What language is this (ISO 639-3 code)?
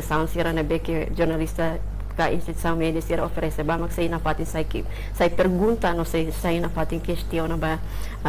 tet